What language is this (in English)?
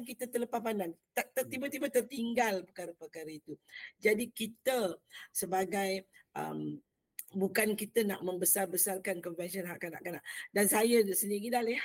Malay